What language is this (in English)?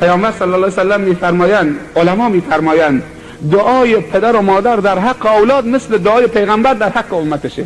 Persian